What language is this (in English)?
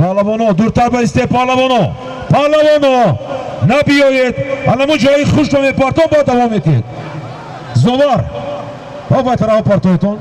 Tajik